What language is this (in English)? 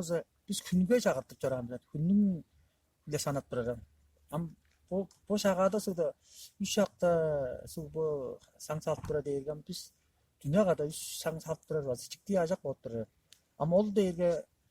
Tuvinian